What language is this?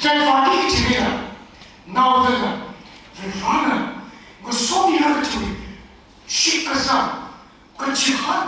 Tangkhul Naga (India)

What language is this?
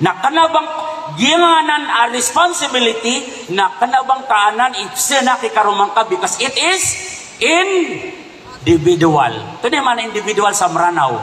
Maranao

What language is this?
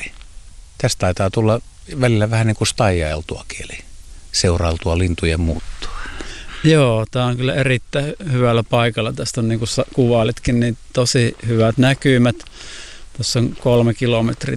Finnish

